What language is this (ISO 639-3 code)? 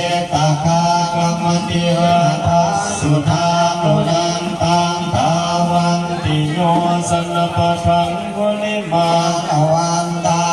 pli